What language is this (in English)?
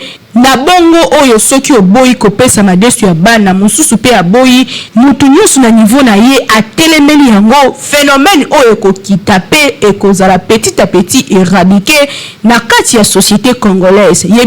Lingala